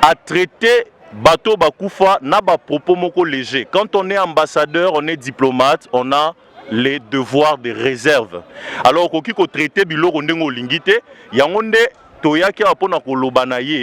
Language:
Lingala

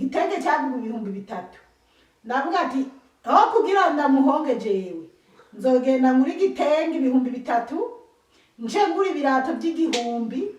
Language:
Rundi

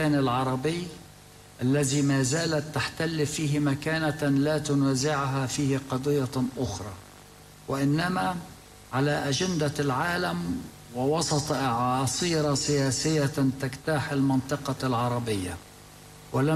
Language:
Arabic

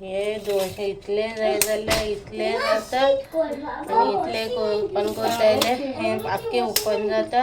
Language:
Konkani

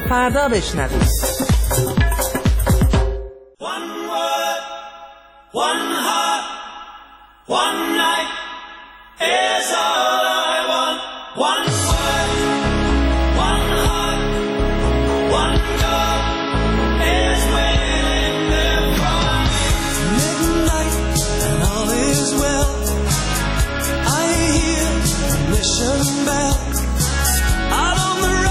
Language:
Persian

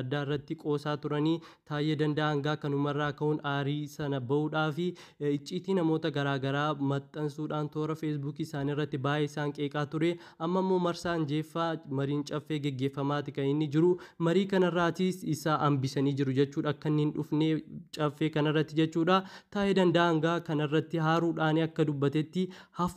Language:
Oromo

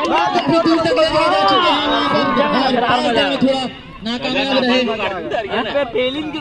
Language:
Hindi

